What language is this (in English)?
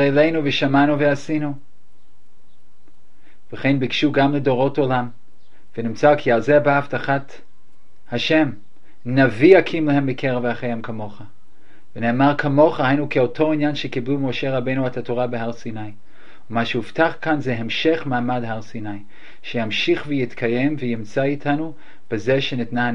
Hebrew